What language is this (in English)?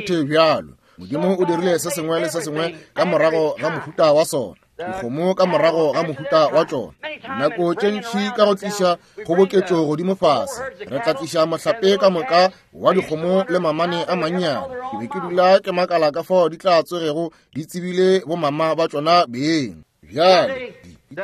Northern Sotho